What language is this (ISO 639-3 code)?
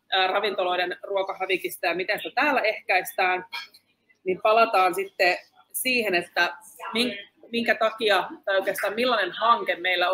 fin